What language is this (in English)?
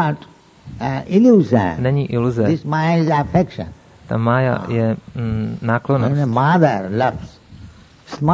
Czech